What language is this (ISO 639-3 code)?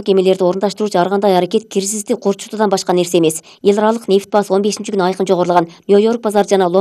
kir